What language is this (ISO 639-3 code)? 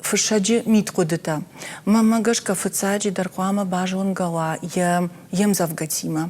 oss